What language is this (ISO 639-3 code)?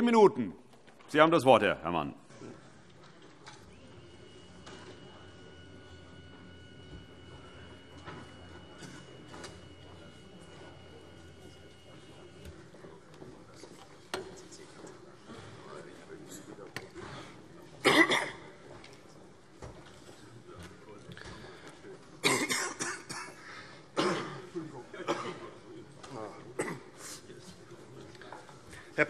deu